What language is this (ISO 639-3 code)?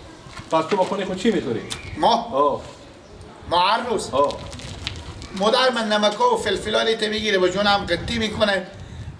fas